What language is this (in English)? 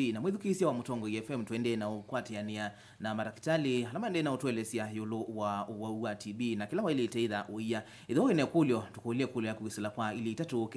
Kamba